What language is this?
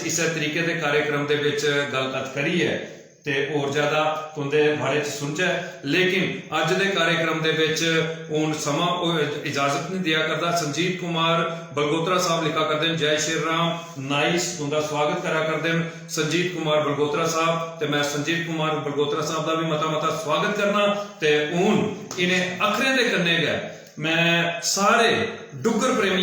Dogri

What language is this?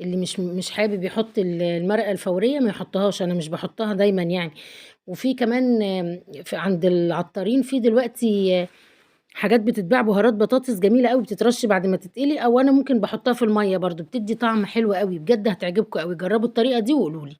Egyptian Arabic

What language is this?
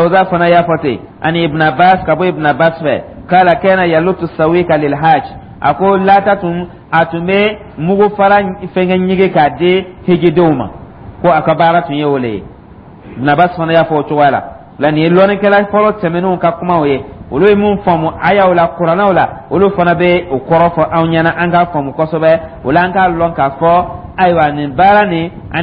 Dyula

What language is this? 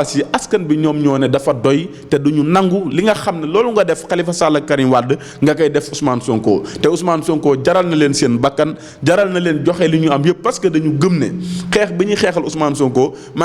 Wolof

